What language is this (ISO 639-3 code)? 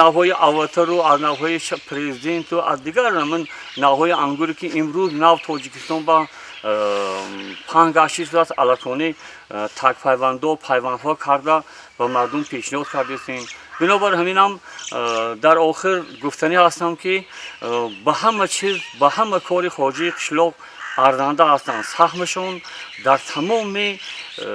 tgk